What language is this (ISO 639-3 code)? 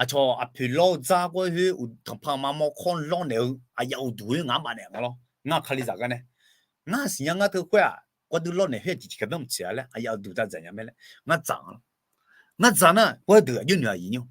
ahk